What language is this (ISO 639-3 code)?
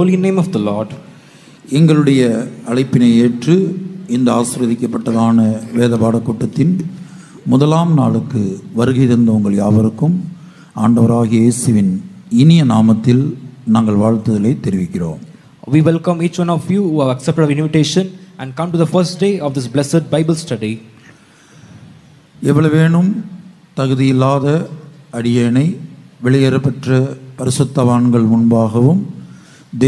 tam